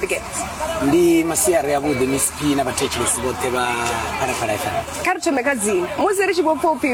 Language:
Venda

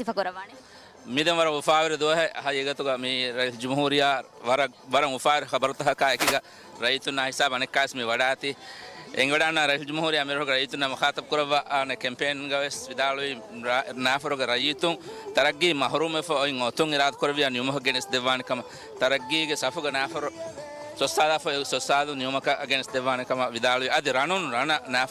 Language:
Divehi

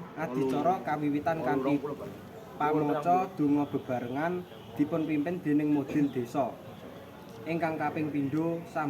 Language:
Javanese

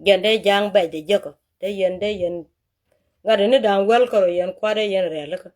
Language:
Nuer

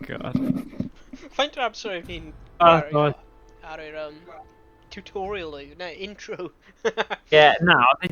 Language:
Welsh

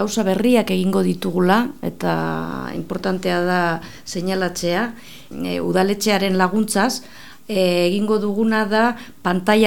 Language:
Basque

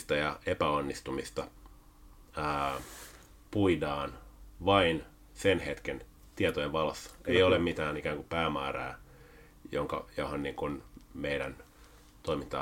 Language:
Finnish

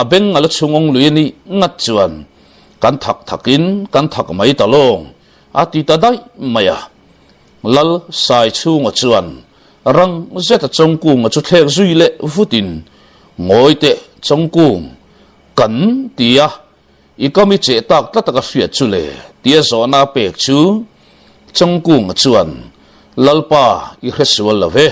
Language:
Mizo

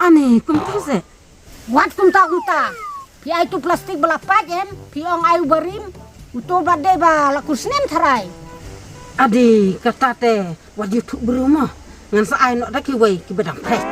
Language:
Khasi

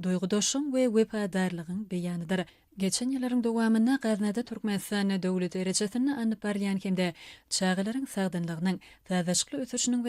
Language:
Turkmen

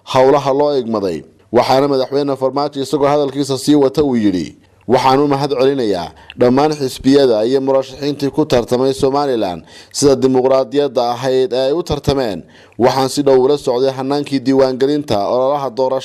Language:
Somali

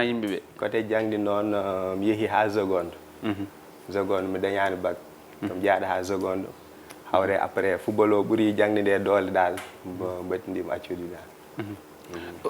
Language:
Fula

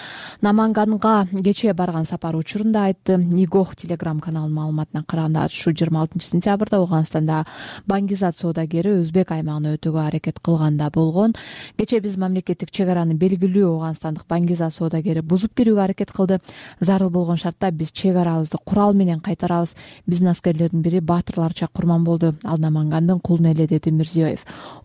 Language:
Kyrgyz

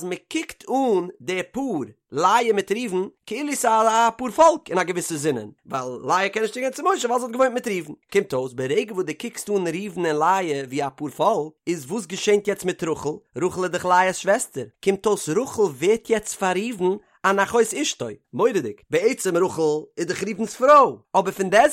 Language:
Yiddish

